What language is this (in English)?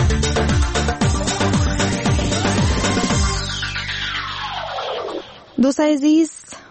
Persian